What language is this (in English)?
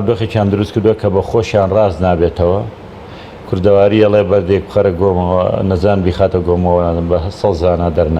Central Kurdish